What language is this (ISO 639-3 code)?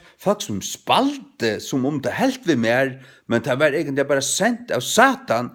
fao